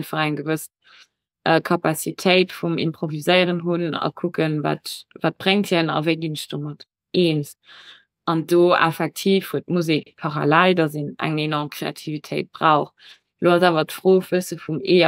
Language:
Luxembourgish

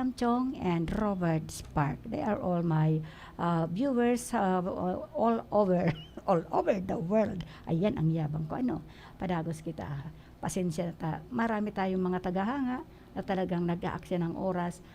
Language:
Bikol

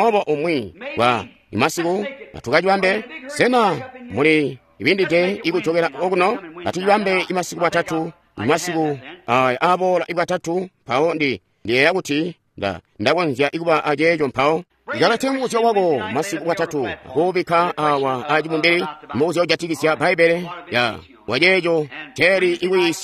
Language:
Tonga (Zambia)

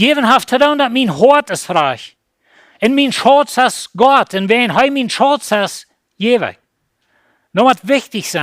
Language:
Plautdietsch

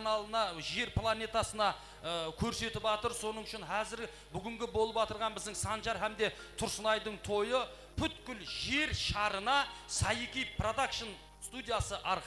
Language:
Kara-Kalpak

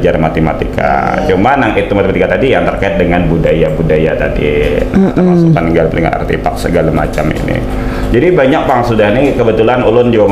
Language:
Banjar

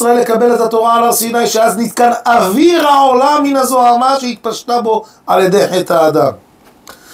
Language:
Hebrew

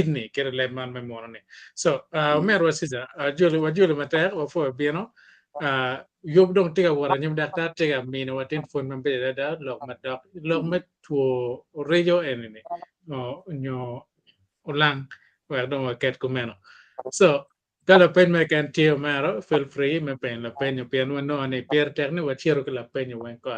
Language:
Acoli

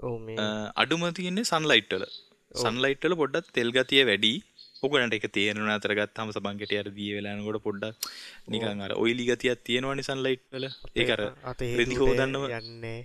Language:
Sinhala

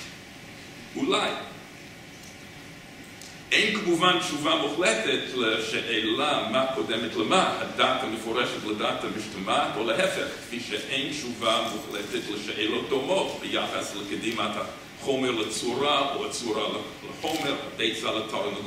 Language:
Hebrew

